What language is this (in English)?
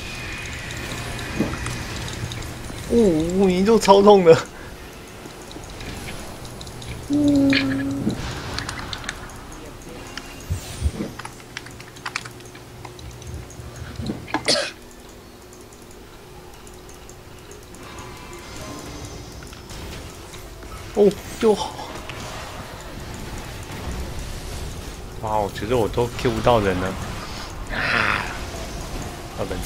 Chinese